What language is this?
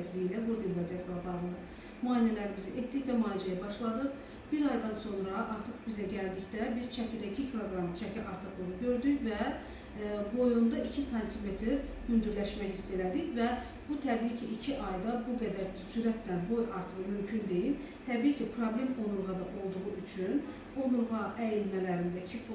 Azerbaijani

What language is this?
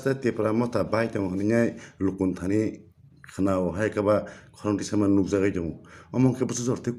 Kok Borok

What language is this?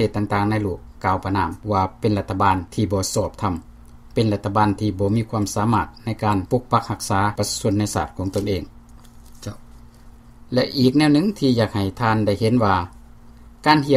Lao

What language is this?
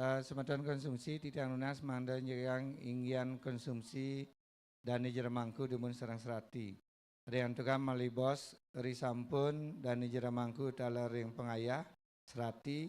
Balinese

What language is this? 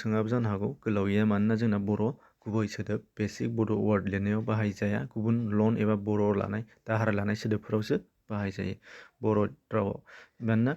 Bodo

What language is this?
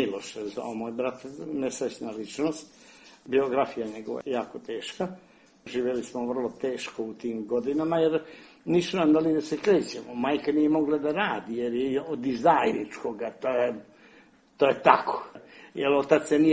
Serbian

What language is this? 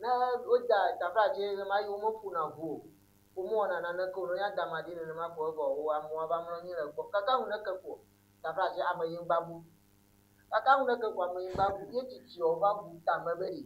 Ewe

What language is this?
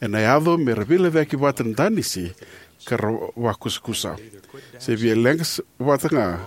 Fijian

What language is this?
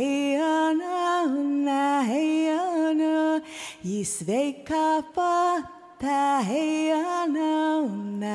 Inari Sami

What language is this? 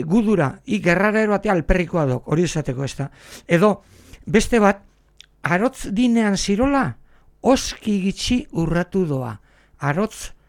Basque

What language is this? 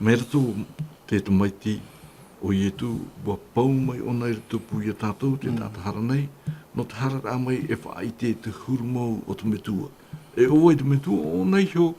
Tahitian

